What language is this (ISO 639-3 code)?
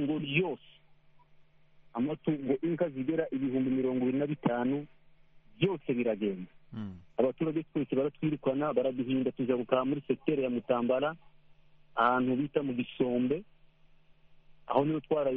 kin